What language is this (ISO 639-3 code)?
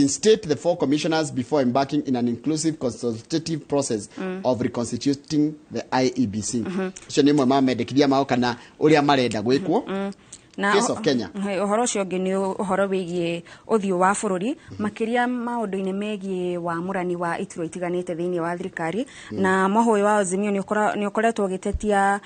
kik